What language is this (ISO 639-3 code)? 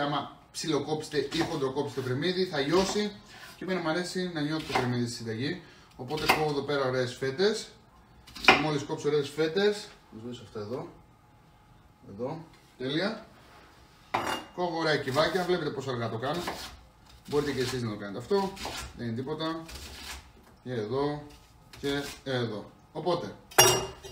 ell